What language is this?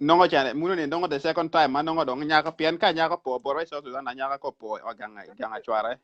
Acoli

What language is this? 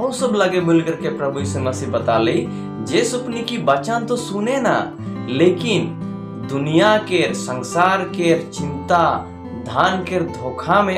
Sadri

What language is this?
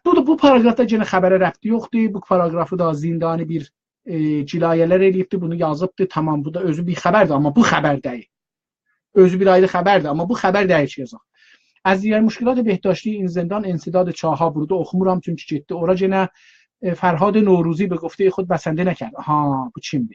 South Azerbaijani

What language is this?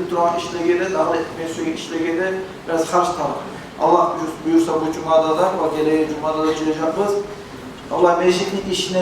Kumyk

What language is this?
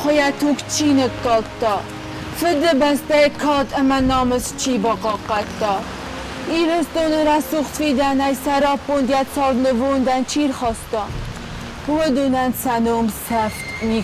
Ossetic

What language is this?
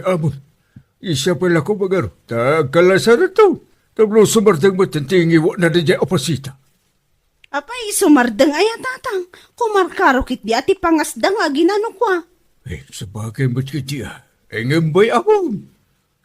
Iloko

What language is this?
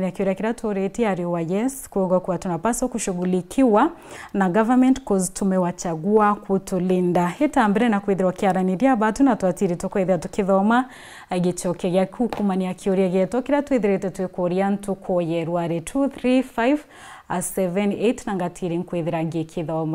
Meru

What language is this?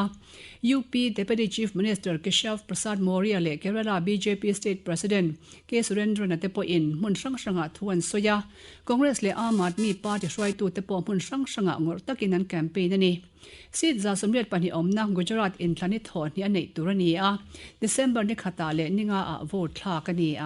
Mizo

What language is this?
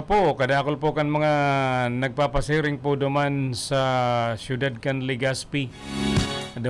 Bikol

